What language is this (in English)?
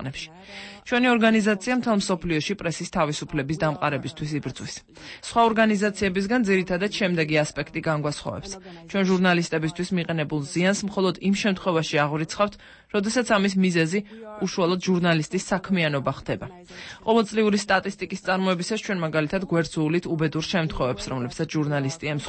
Georgian